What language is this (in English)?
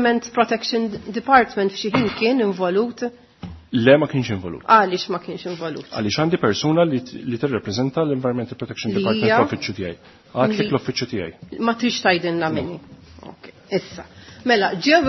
Maltese